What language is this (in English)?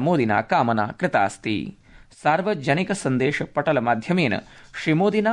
Sanskrit